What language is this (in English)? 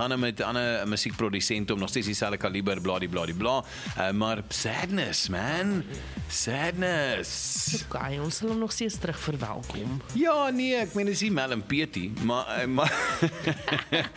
Afrikaans